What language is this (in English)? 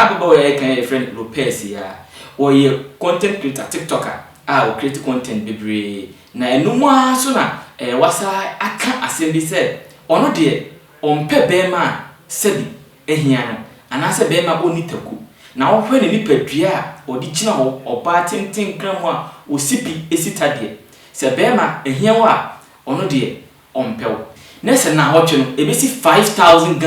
Akan